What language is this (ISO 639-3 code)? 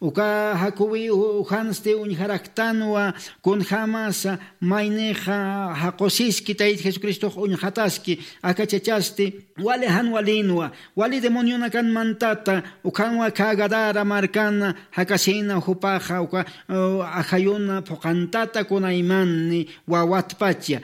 aym